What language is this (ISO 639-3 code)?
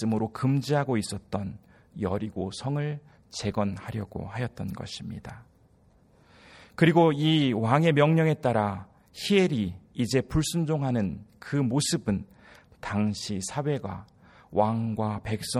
kor